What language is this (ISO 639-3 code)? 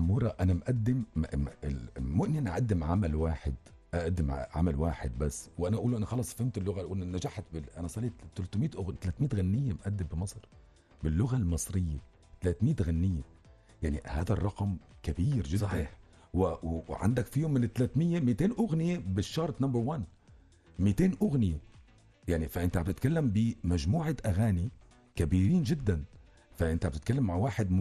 apc